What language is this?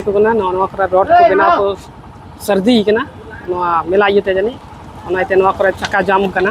Santali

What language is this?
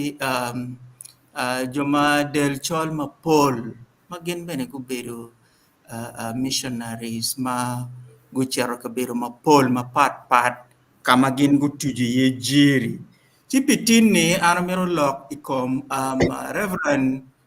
Acoli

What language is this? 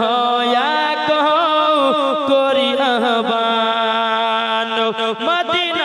Bangla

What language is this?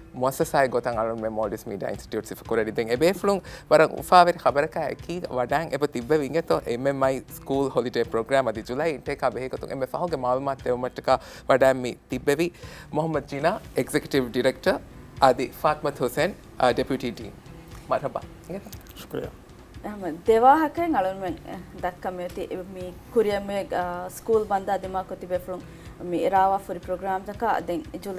Divehi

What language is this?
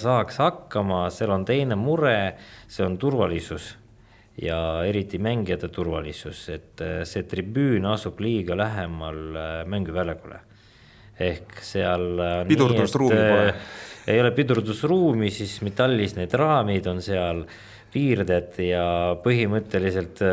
Estonian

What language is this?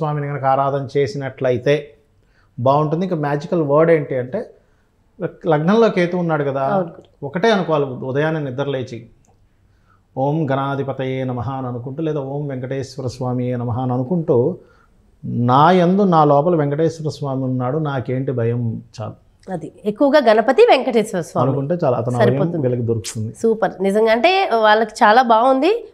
Telugu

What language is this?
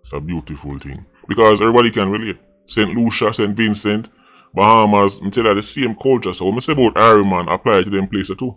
Jamaican Creole English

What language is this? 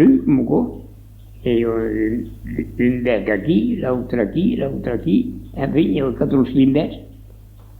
Occitan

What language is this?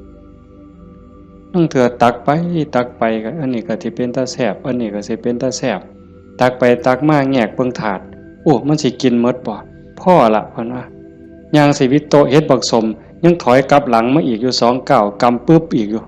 Northeastern Thai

